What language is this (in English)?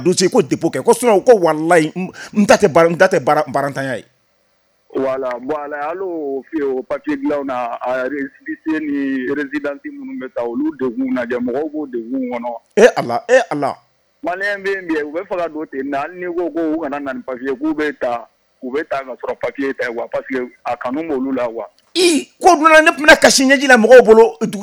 Bambara